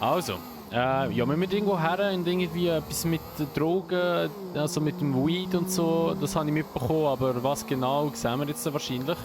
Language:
Swiss German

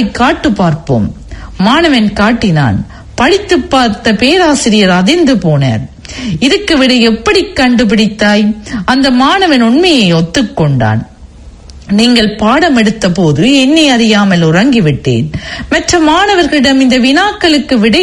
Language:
Tamil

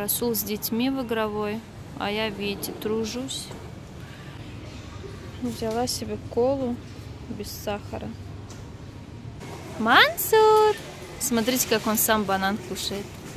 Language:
Russian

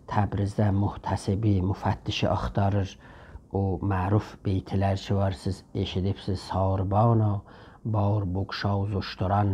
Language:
South Azerbaijani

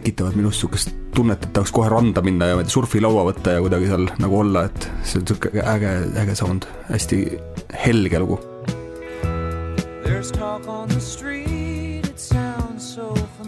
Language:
Estonian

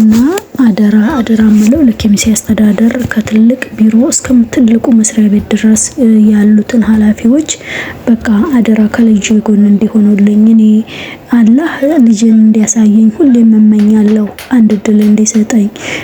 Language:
Amharic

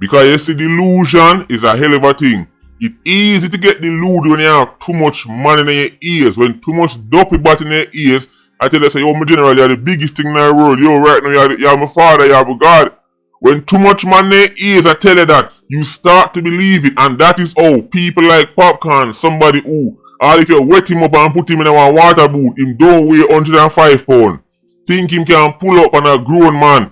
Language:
Jamaican Creole English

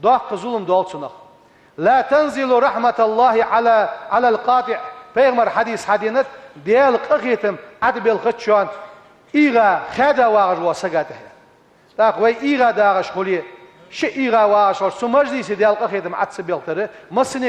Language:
Ingush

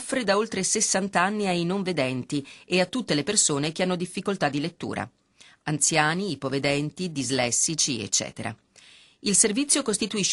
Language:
Italian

